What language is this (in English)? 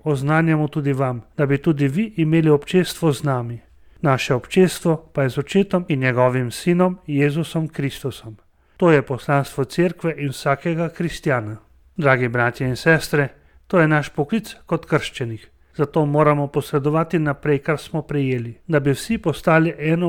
Slovenian